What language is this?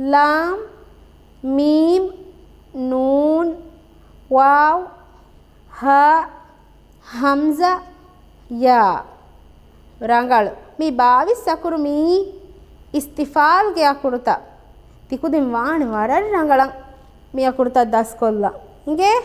Divehi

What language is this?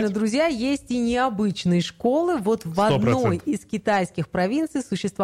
Russian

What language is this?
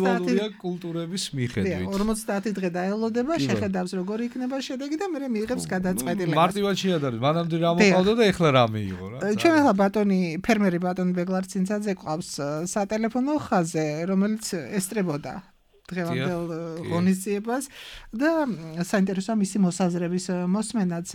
Georgian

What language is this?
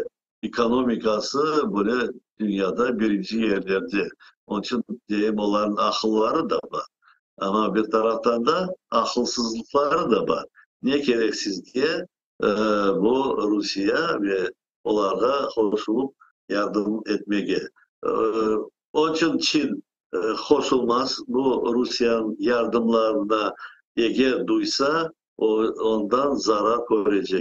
Crimean Tatar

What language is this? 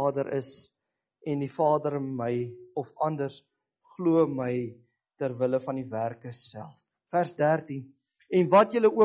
Afrikaans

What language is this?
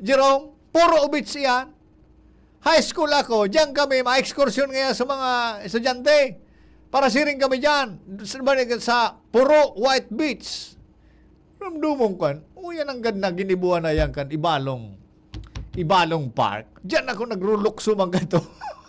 Bikol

